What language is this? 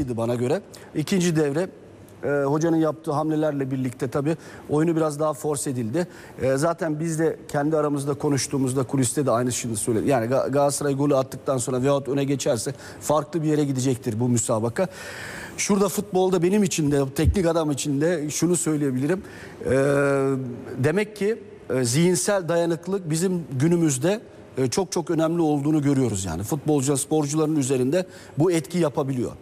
Turkish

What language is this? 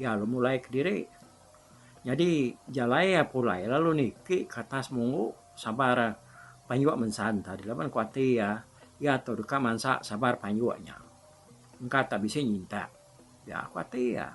Iban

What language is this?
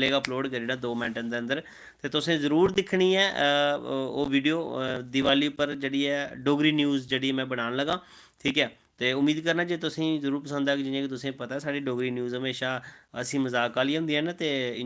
Dogri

